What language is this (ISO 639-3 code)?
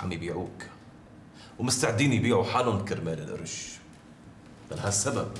apc